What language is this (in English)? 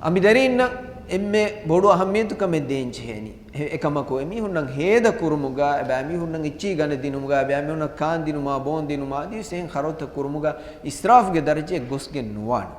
Divehi